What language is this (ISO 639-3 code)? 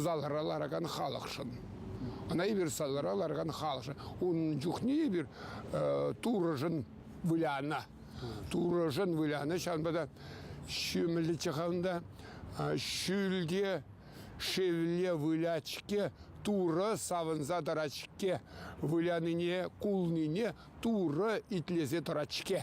chv